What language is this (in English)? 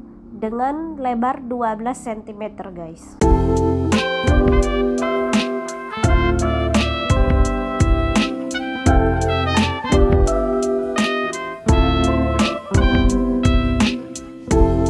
Indonesian